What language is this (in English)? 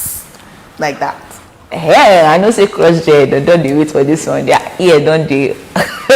Nigerian Pidgin